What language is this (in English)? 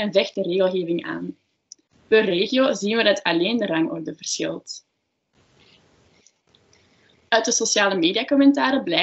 Dutch